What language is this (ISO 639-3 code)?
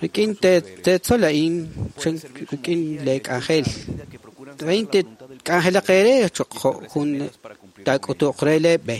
kek